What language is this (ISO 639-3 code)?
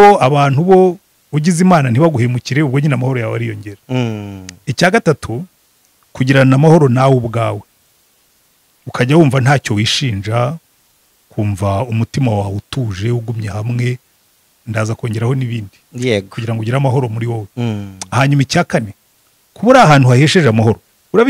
kin